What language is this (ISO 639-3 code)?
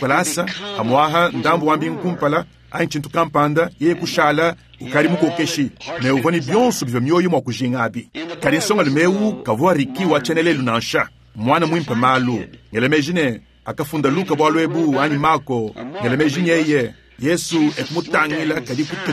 lua